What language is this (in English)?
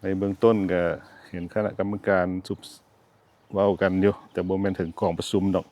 Lao